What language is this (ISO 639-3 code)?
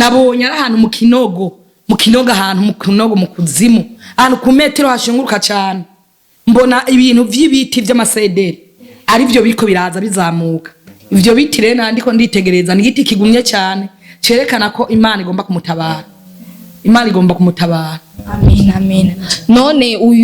run